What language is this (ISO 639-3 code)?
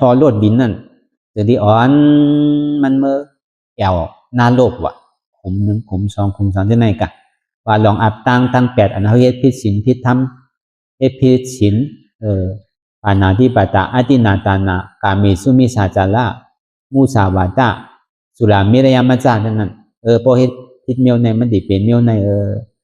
shn